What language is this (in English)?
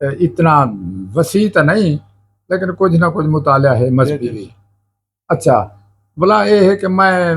Saraiki